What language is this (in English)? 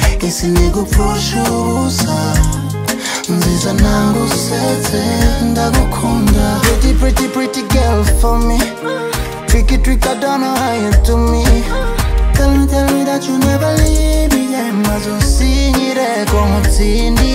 Kinyarwanda